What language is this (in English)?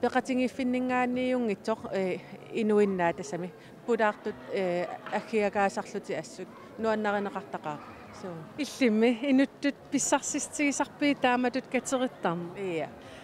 Kalaallisut